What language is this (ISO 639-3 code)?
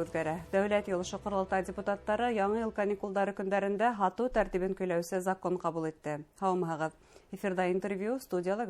bak